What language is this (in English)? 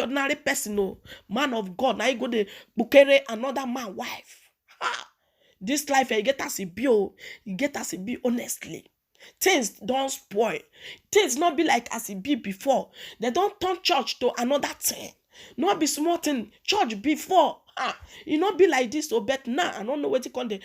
Nigerian Pidgin